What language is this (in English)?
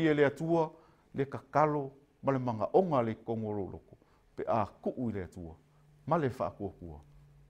Samoan